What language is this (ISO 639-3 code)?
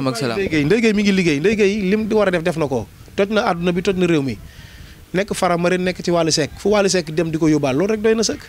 wol